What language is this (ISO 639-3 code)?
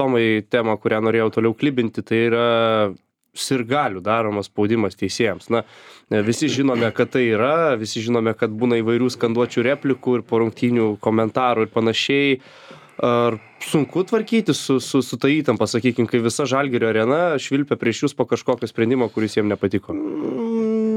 lit